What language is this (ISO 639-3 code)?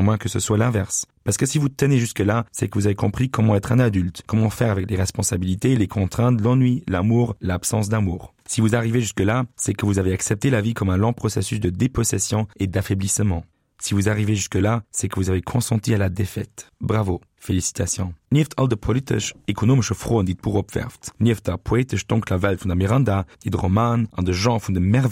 ltz